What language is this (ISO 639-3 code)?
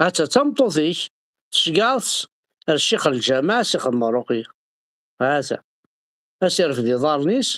kab